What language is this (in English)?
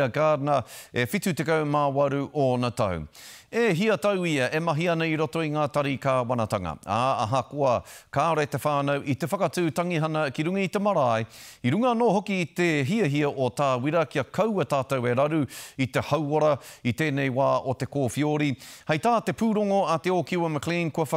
Māori